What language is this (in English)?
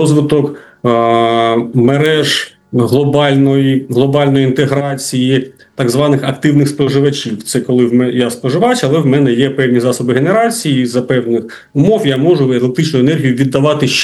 Ukrainian